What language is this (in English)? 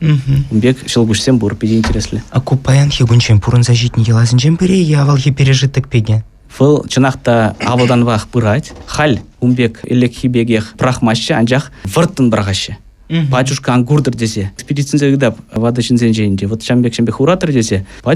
Chuvash